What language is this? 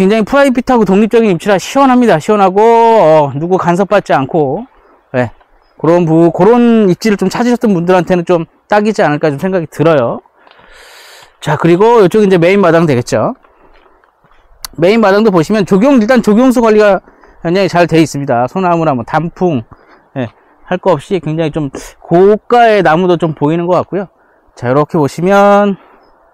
Korean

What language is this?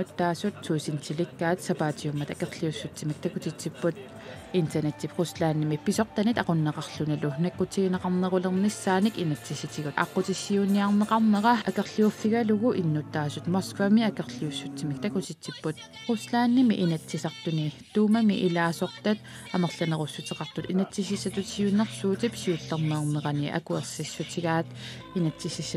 Kalaallisut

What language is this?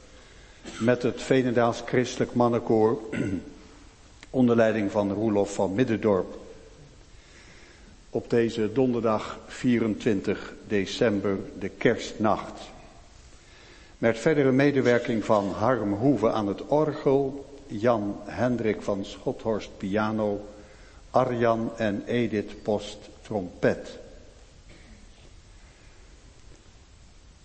Dutch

